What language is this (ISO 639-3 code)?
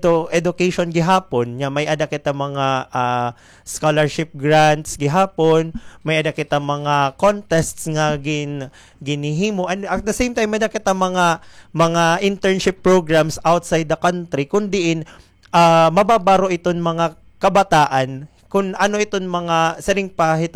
war